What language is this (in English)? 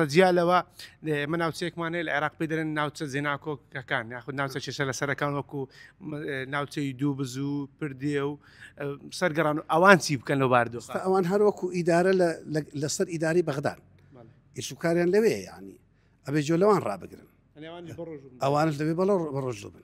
Central Kurdish